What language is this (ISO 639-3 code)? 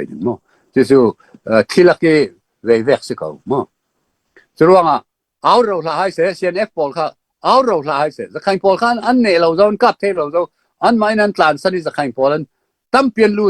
cfm